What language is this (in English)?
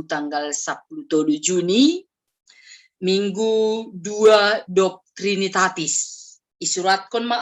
Batak Simalungun